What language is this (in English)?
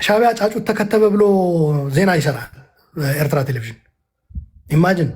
Amharic